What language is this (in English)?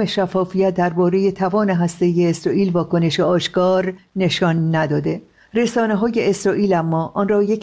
Persian